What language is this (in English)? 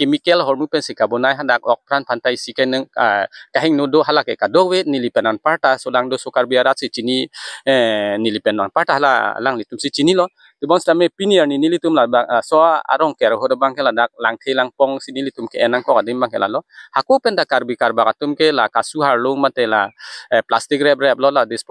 Karbi